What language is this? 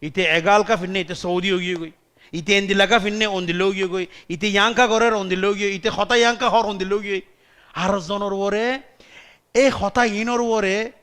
Rohingya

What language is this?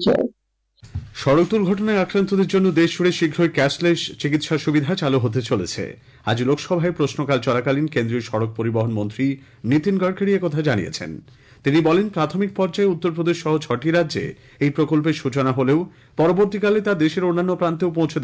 Bangla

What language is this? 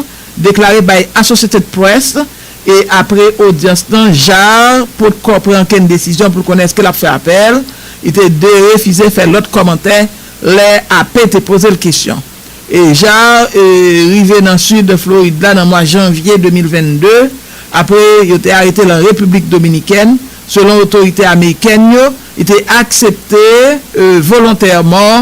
Haitian Creole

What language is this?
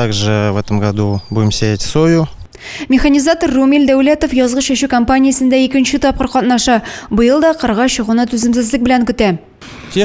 Tatar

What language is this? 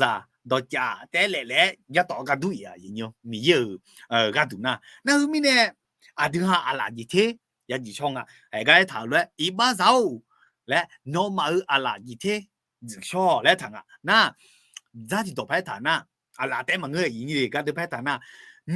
Akha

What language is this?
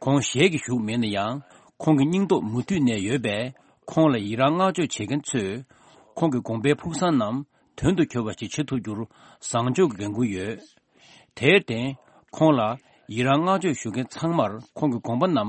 Tibetan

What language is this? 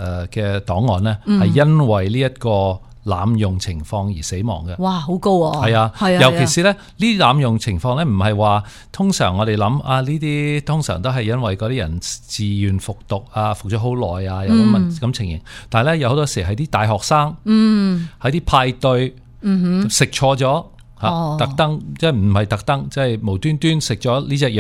Cantonese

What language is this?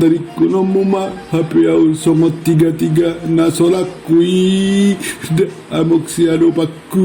Batak Toba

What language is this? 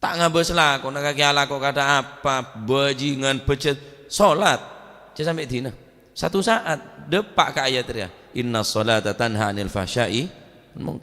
Madurese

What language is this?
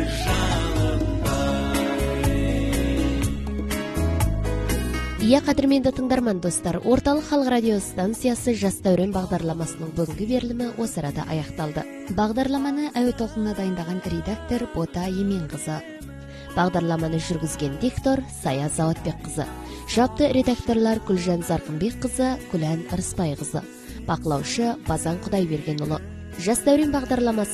Kazakh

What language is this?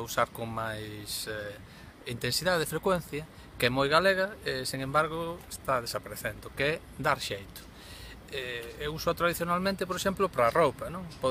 Galician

